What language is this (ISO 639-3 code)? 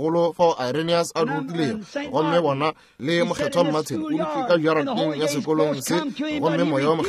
nso